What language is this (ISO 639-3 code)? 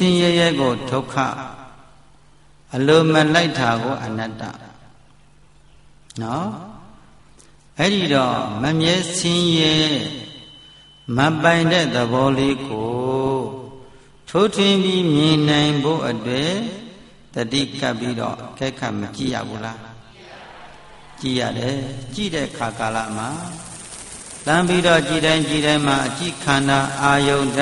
mya